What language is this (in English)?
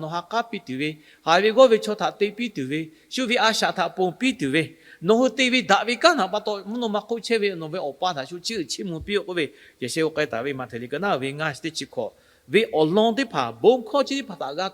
Lahu